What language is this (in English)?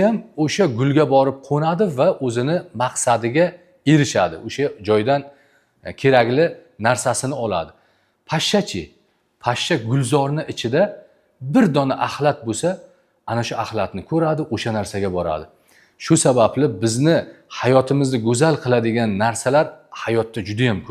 Uzbek